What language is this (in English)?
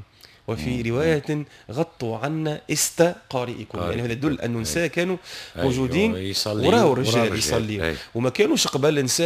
Tunisian Arabic